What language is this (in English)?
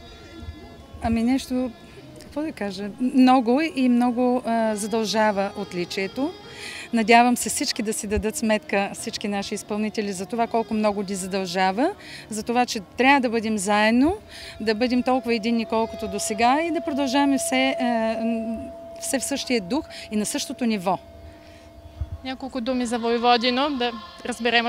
Bulgarian